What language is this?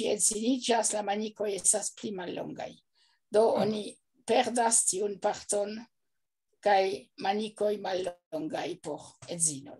Esperanto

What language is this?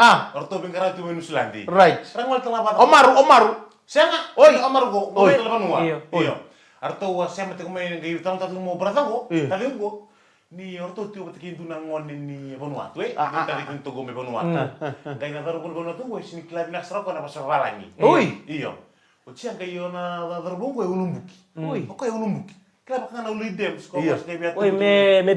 Fijian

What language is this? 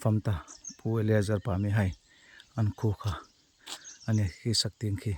Hmar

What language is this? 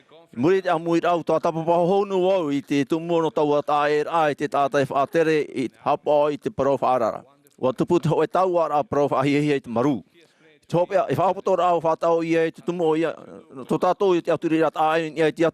Tahitian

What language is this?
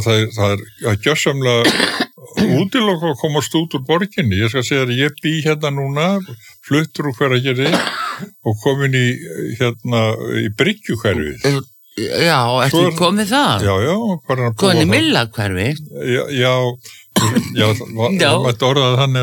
Icelandic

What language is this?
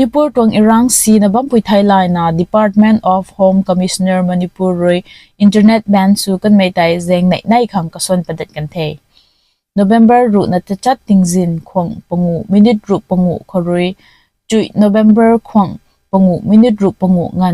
Rongmei Naga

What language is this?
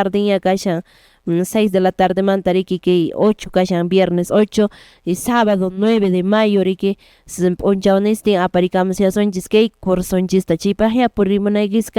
Quechua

